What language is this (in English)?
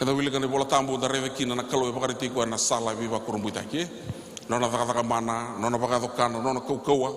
Fijian